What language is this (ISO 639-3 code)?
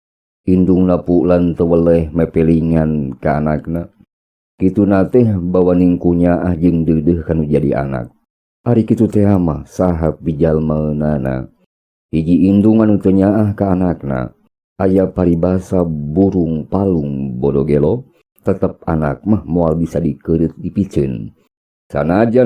sun